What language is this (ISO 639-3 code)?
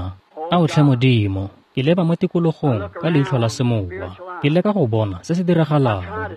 tsn